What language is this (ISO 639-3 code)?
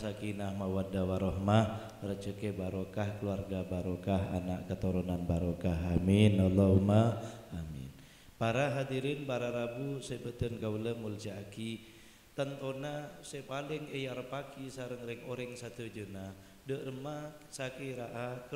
mad